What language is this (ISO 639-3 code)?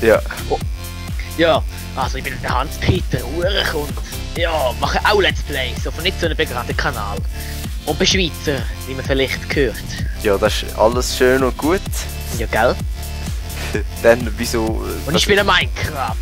gsw